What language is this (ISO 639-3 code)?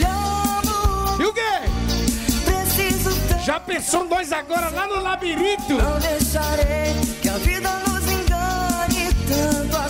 por